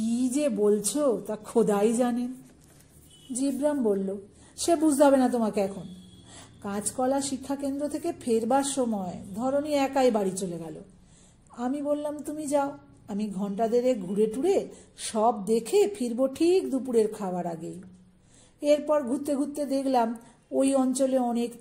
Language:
Bangla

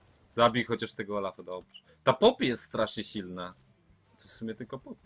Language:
Polish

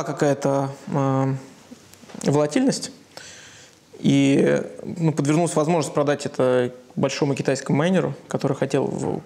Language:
Russian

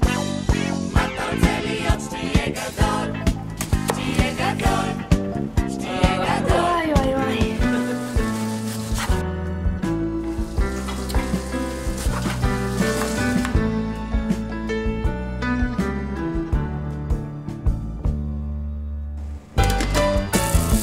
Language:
Hebrew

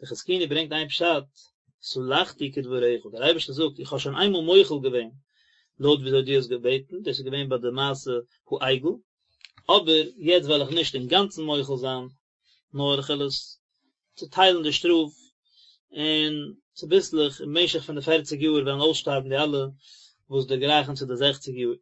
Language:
Yiddish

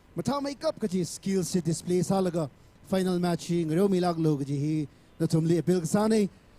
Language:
Tangkhul Naga (India)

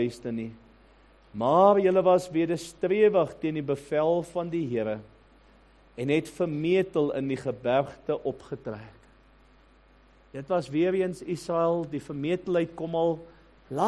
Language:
Afrikaans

